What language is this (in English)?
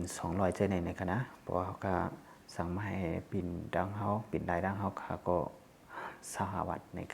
Shan